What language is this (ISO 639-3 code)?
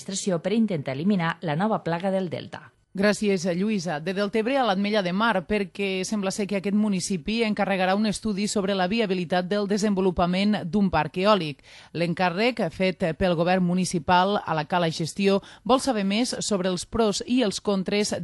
cat